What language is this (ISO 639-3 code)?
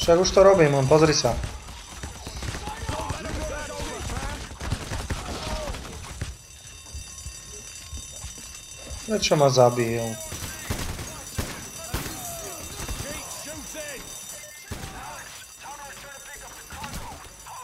slk